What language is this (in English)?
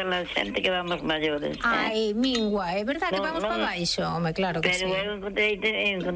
Galician